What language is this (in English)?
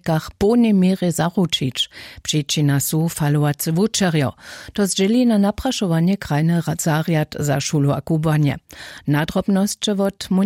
Upper Sorbian